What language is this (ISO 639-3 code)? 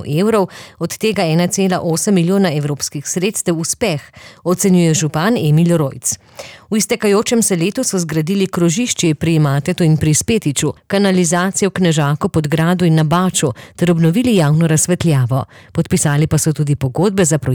slv